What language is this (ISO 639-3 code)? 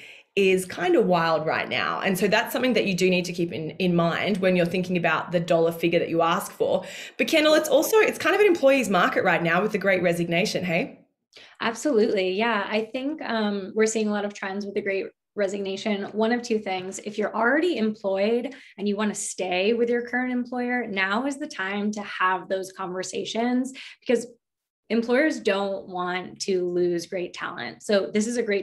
eng